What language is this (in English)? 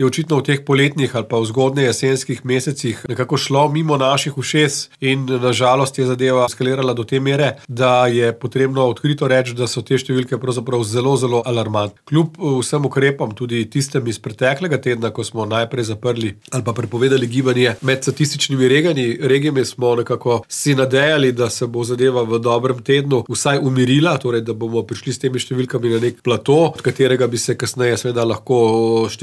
Slovenian